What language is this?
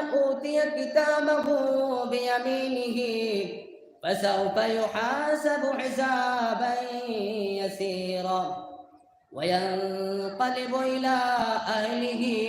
Sylheti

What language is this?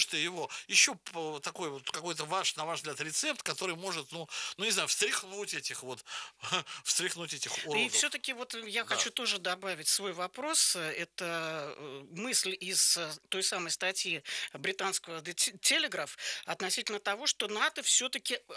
Russian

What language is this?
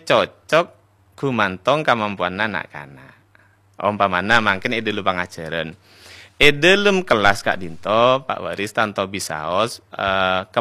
Madurese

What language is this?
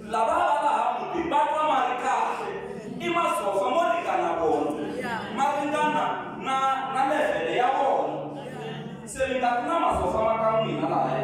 Tsonga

